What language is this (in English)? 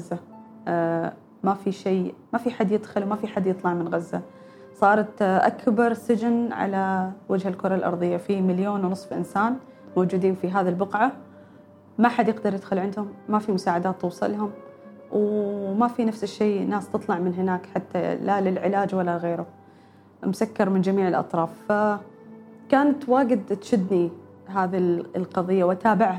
Gulf Arabic